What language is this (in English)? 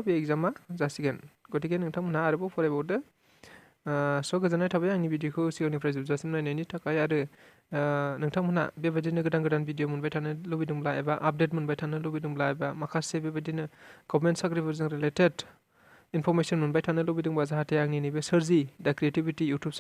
Bodo